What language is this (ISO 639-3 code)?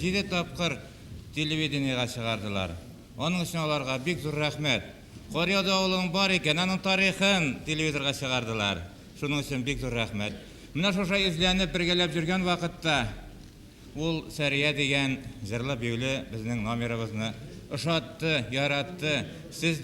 bak